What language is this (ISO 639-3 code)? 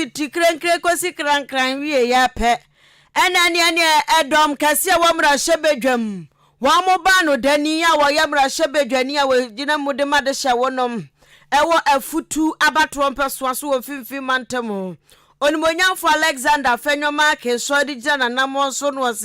aka